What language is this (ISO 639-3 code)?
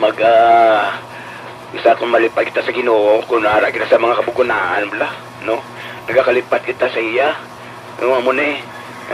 hil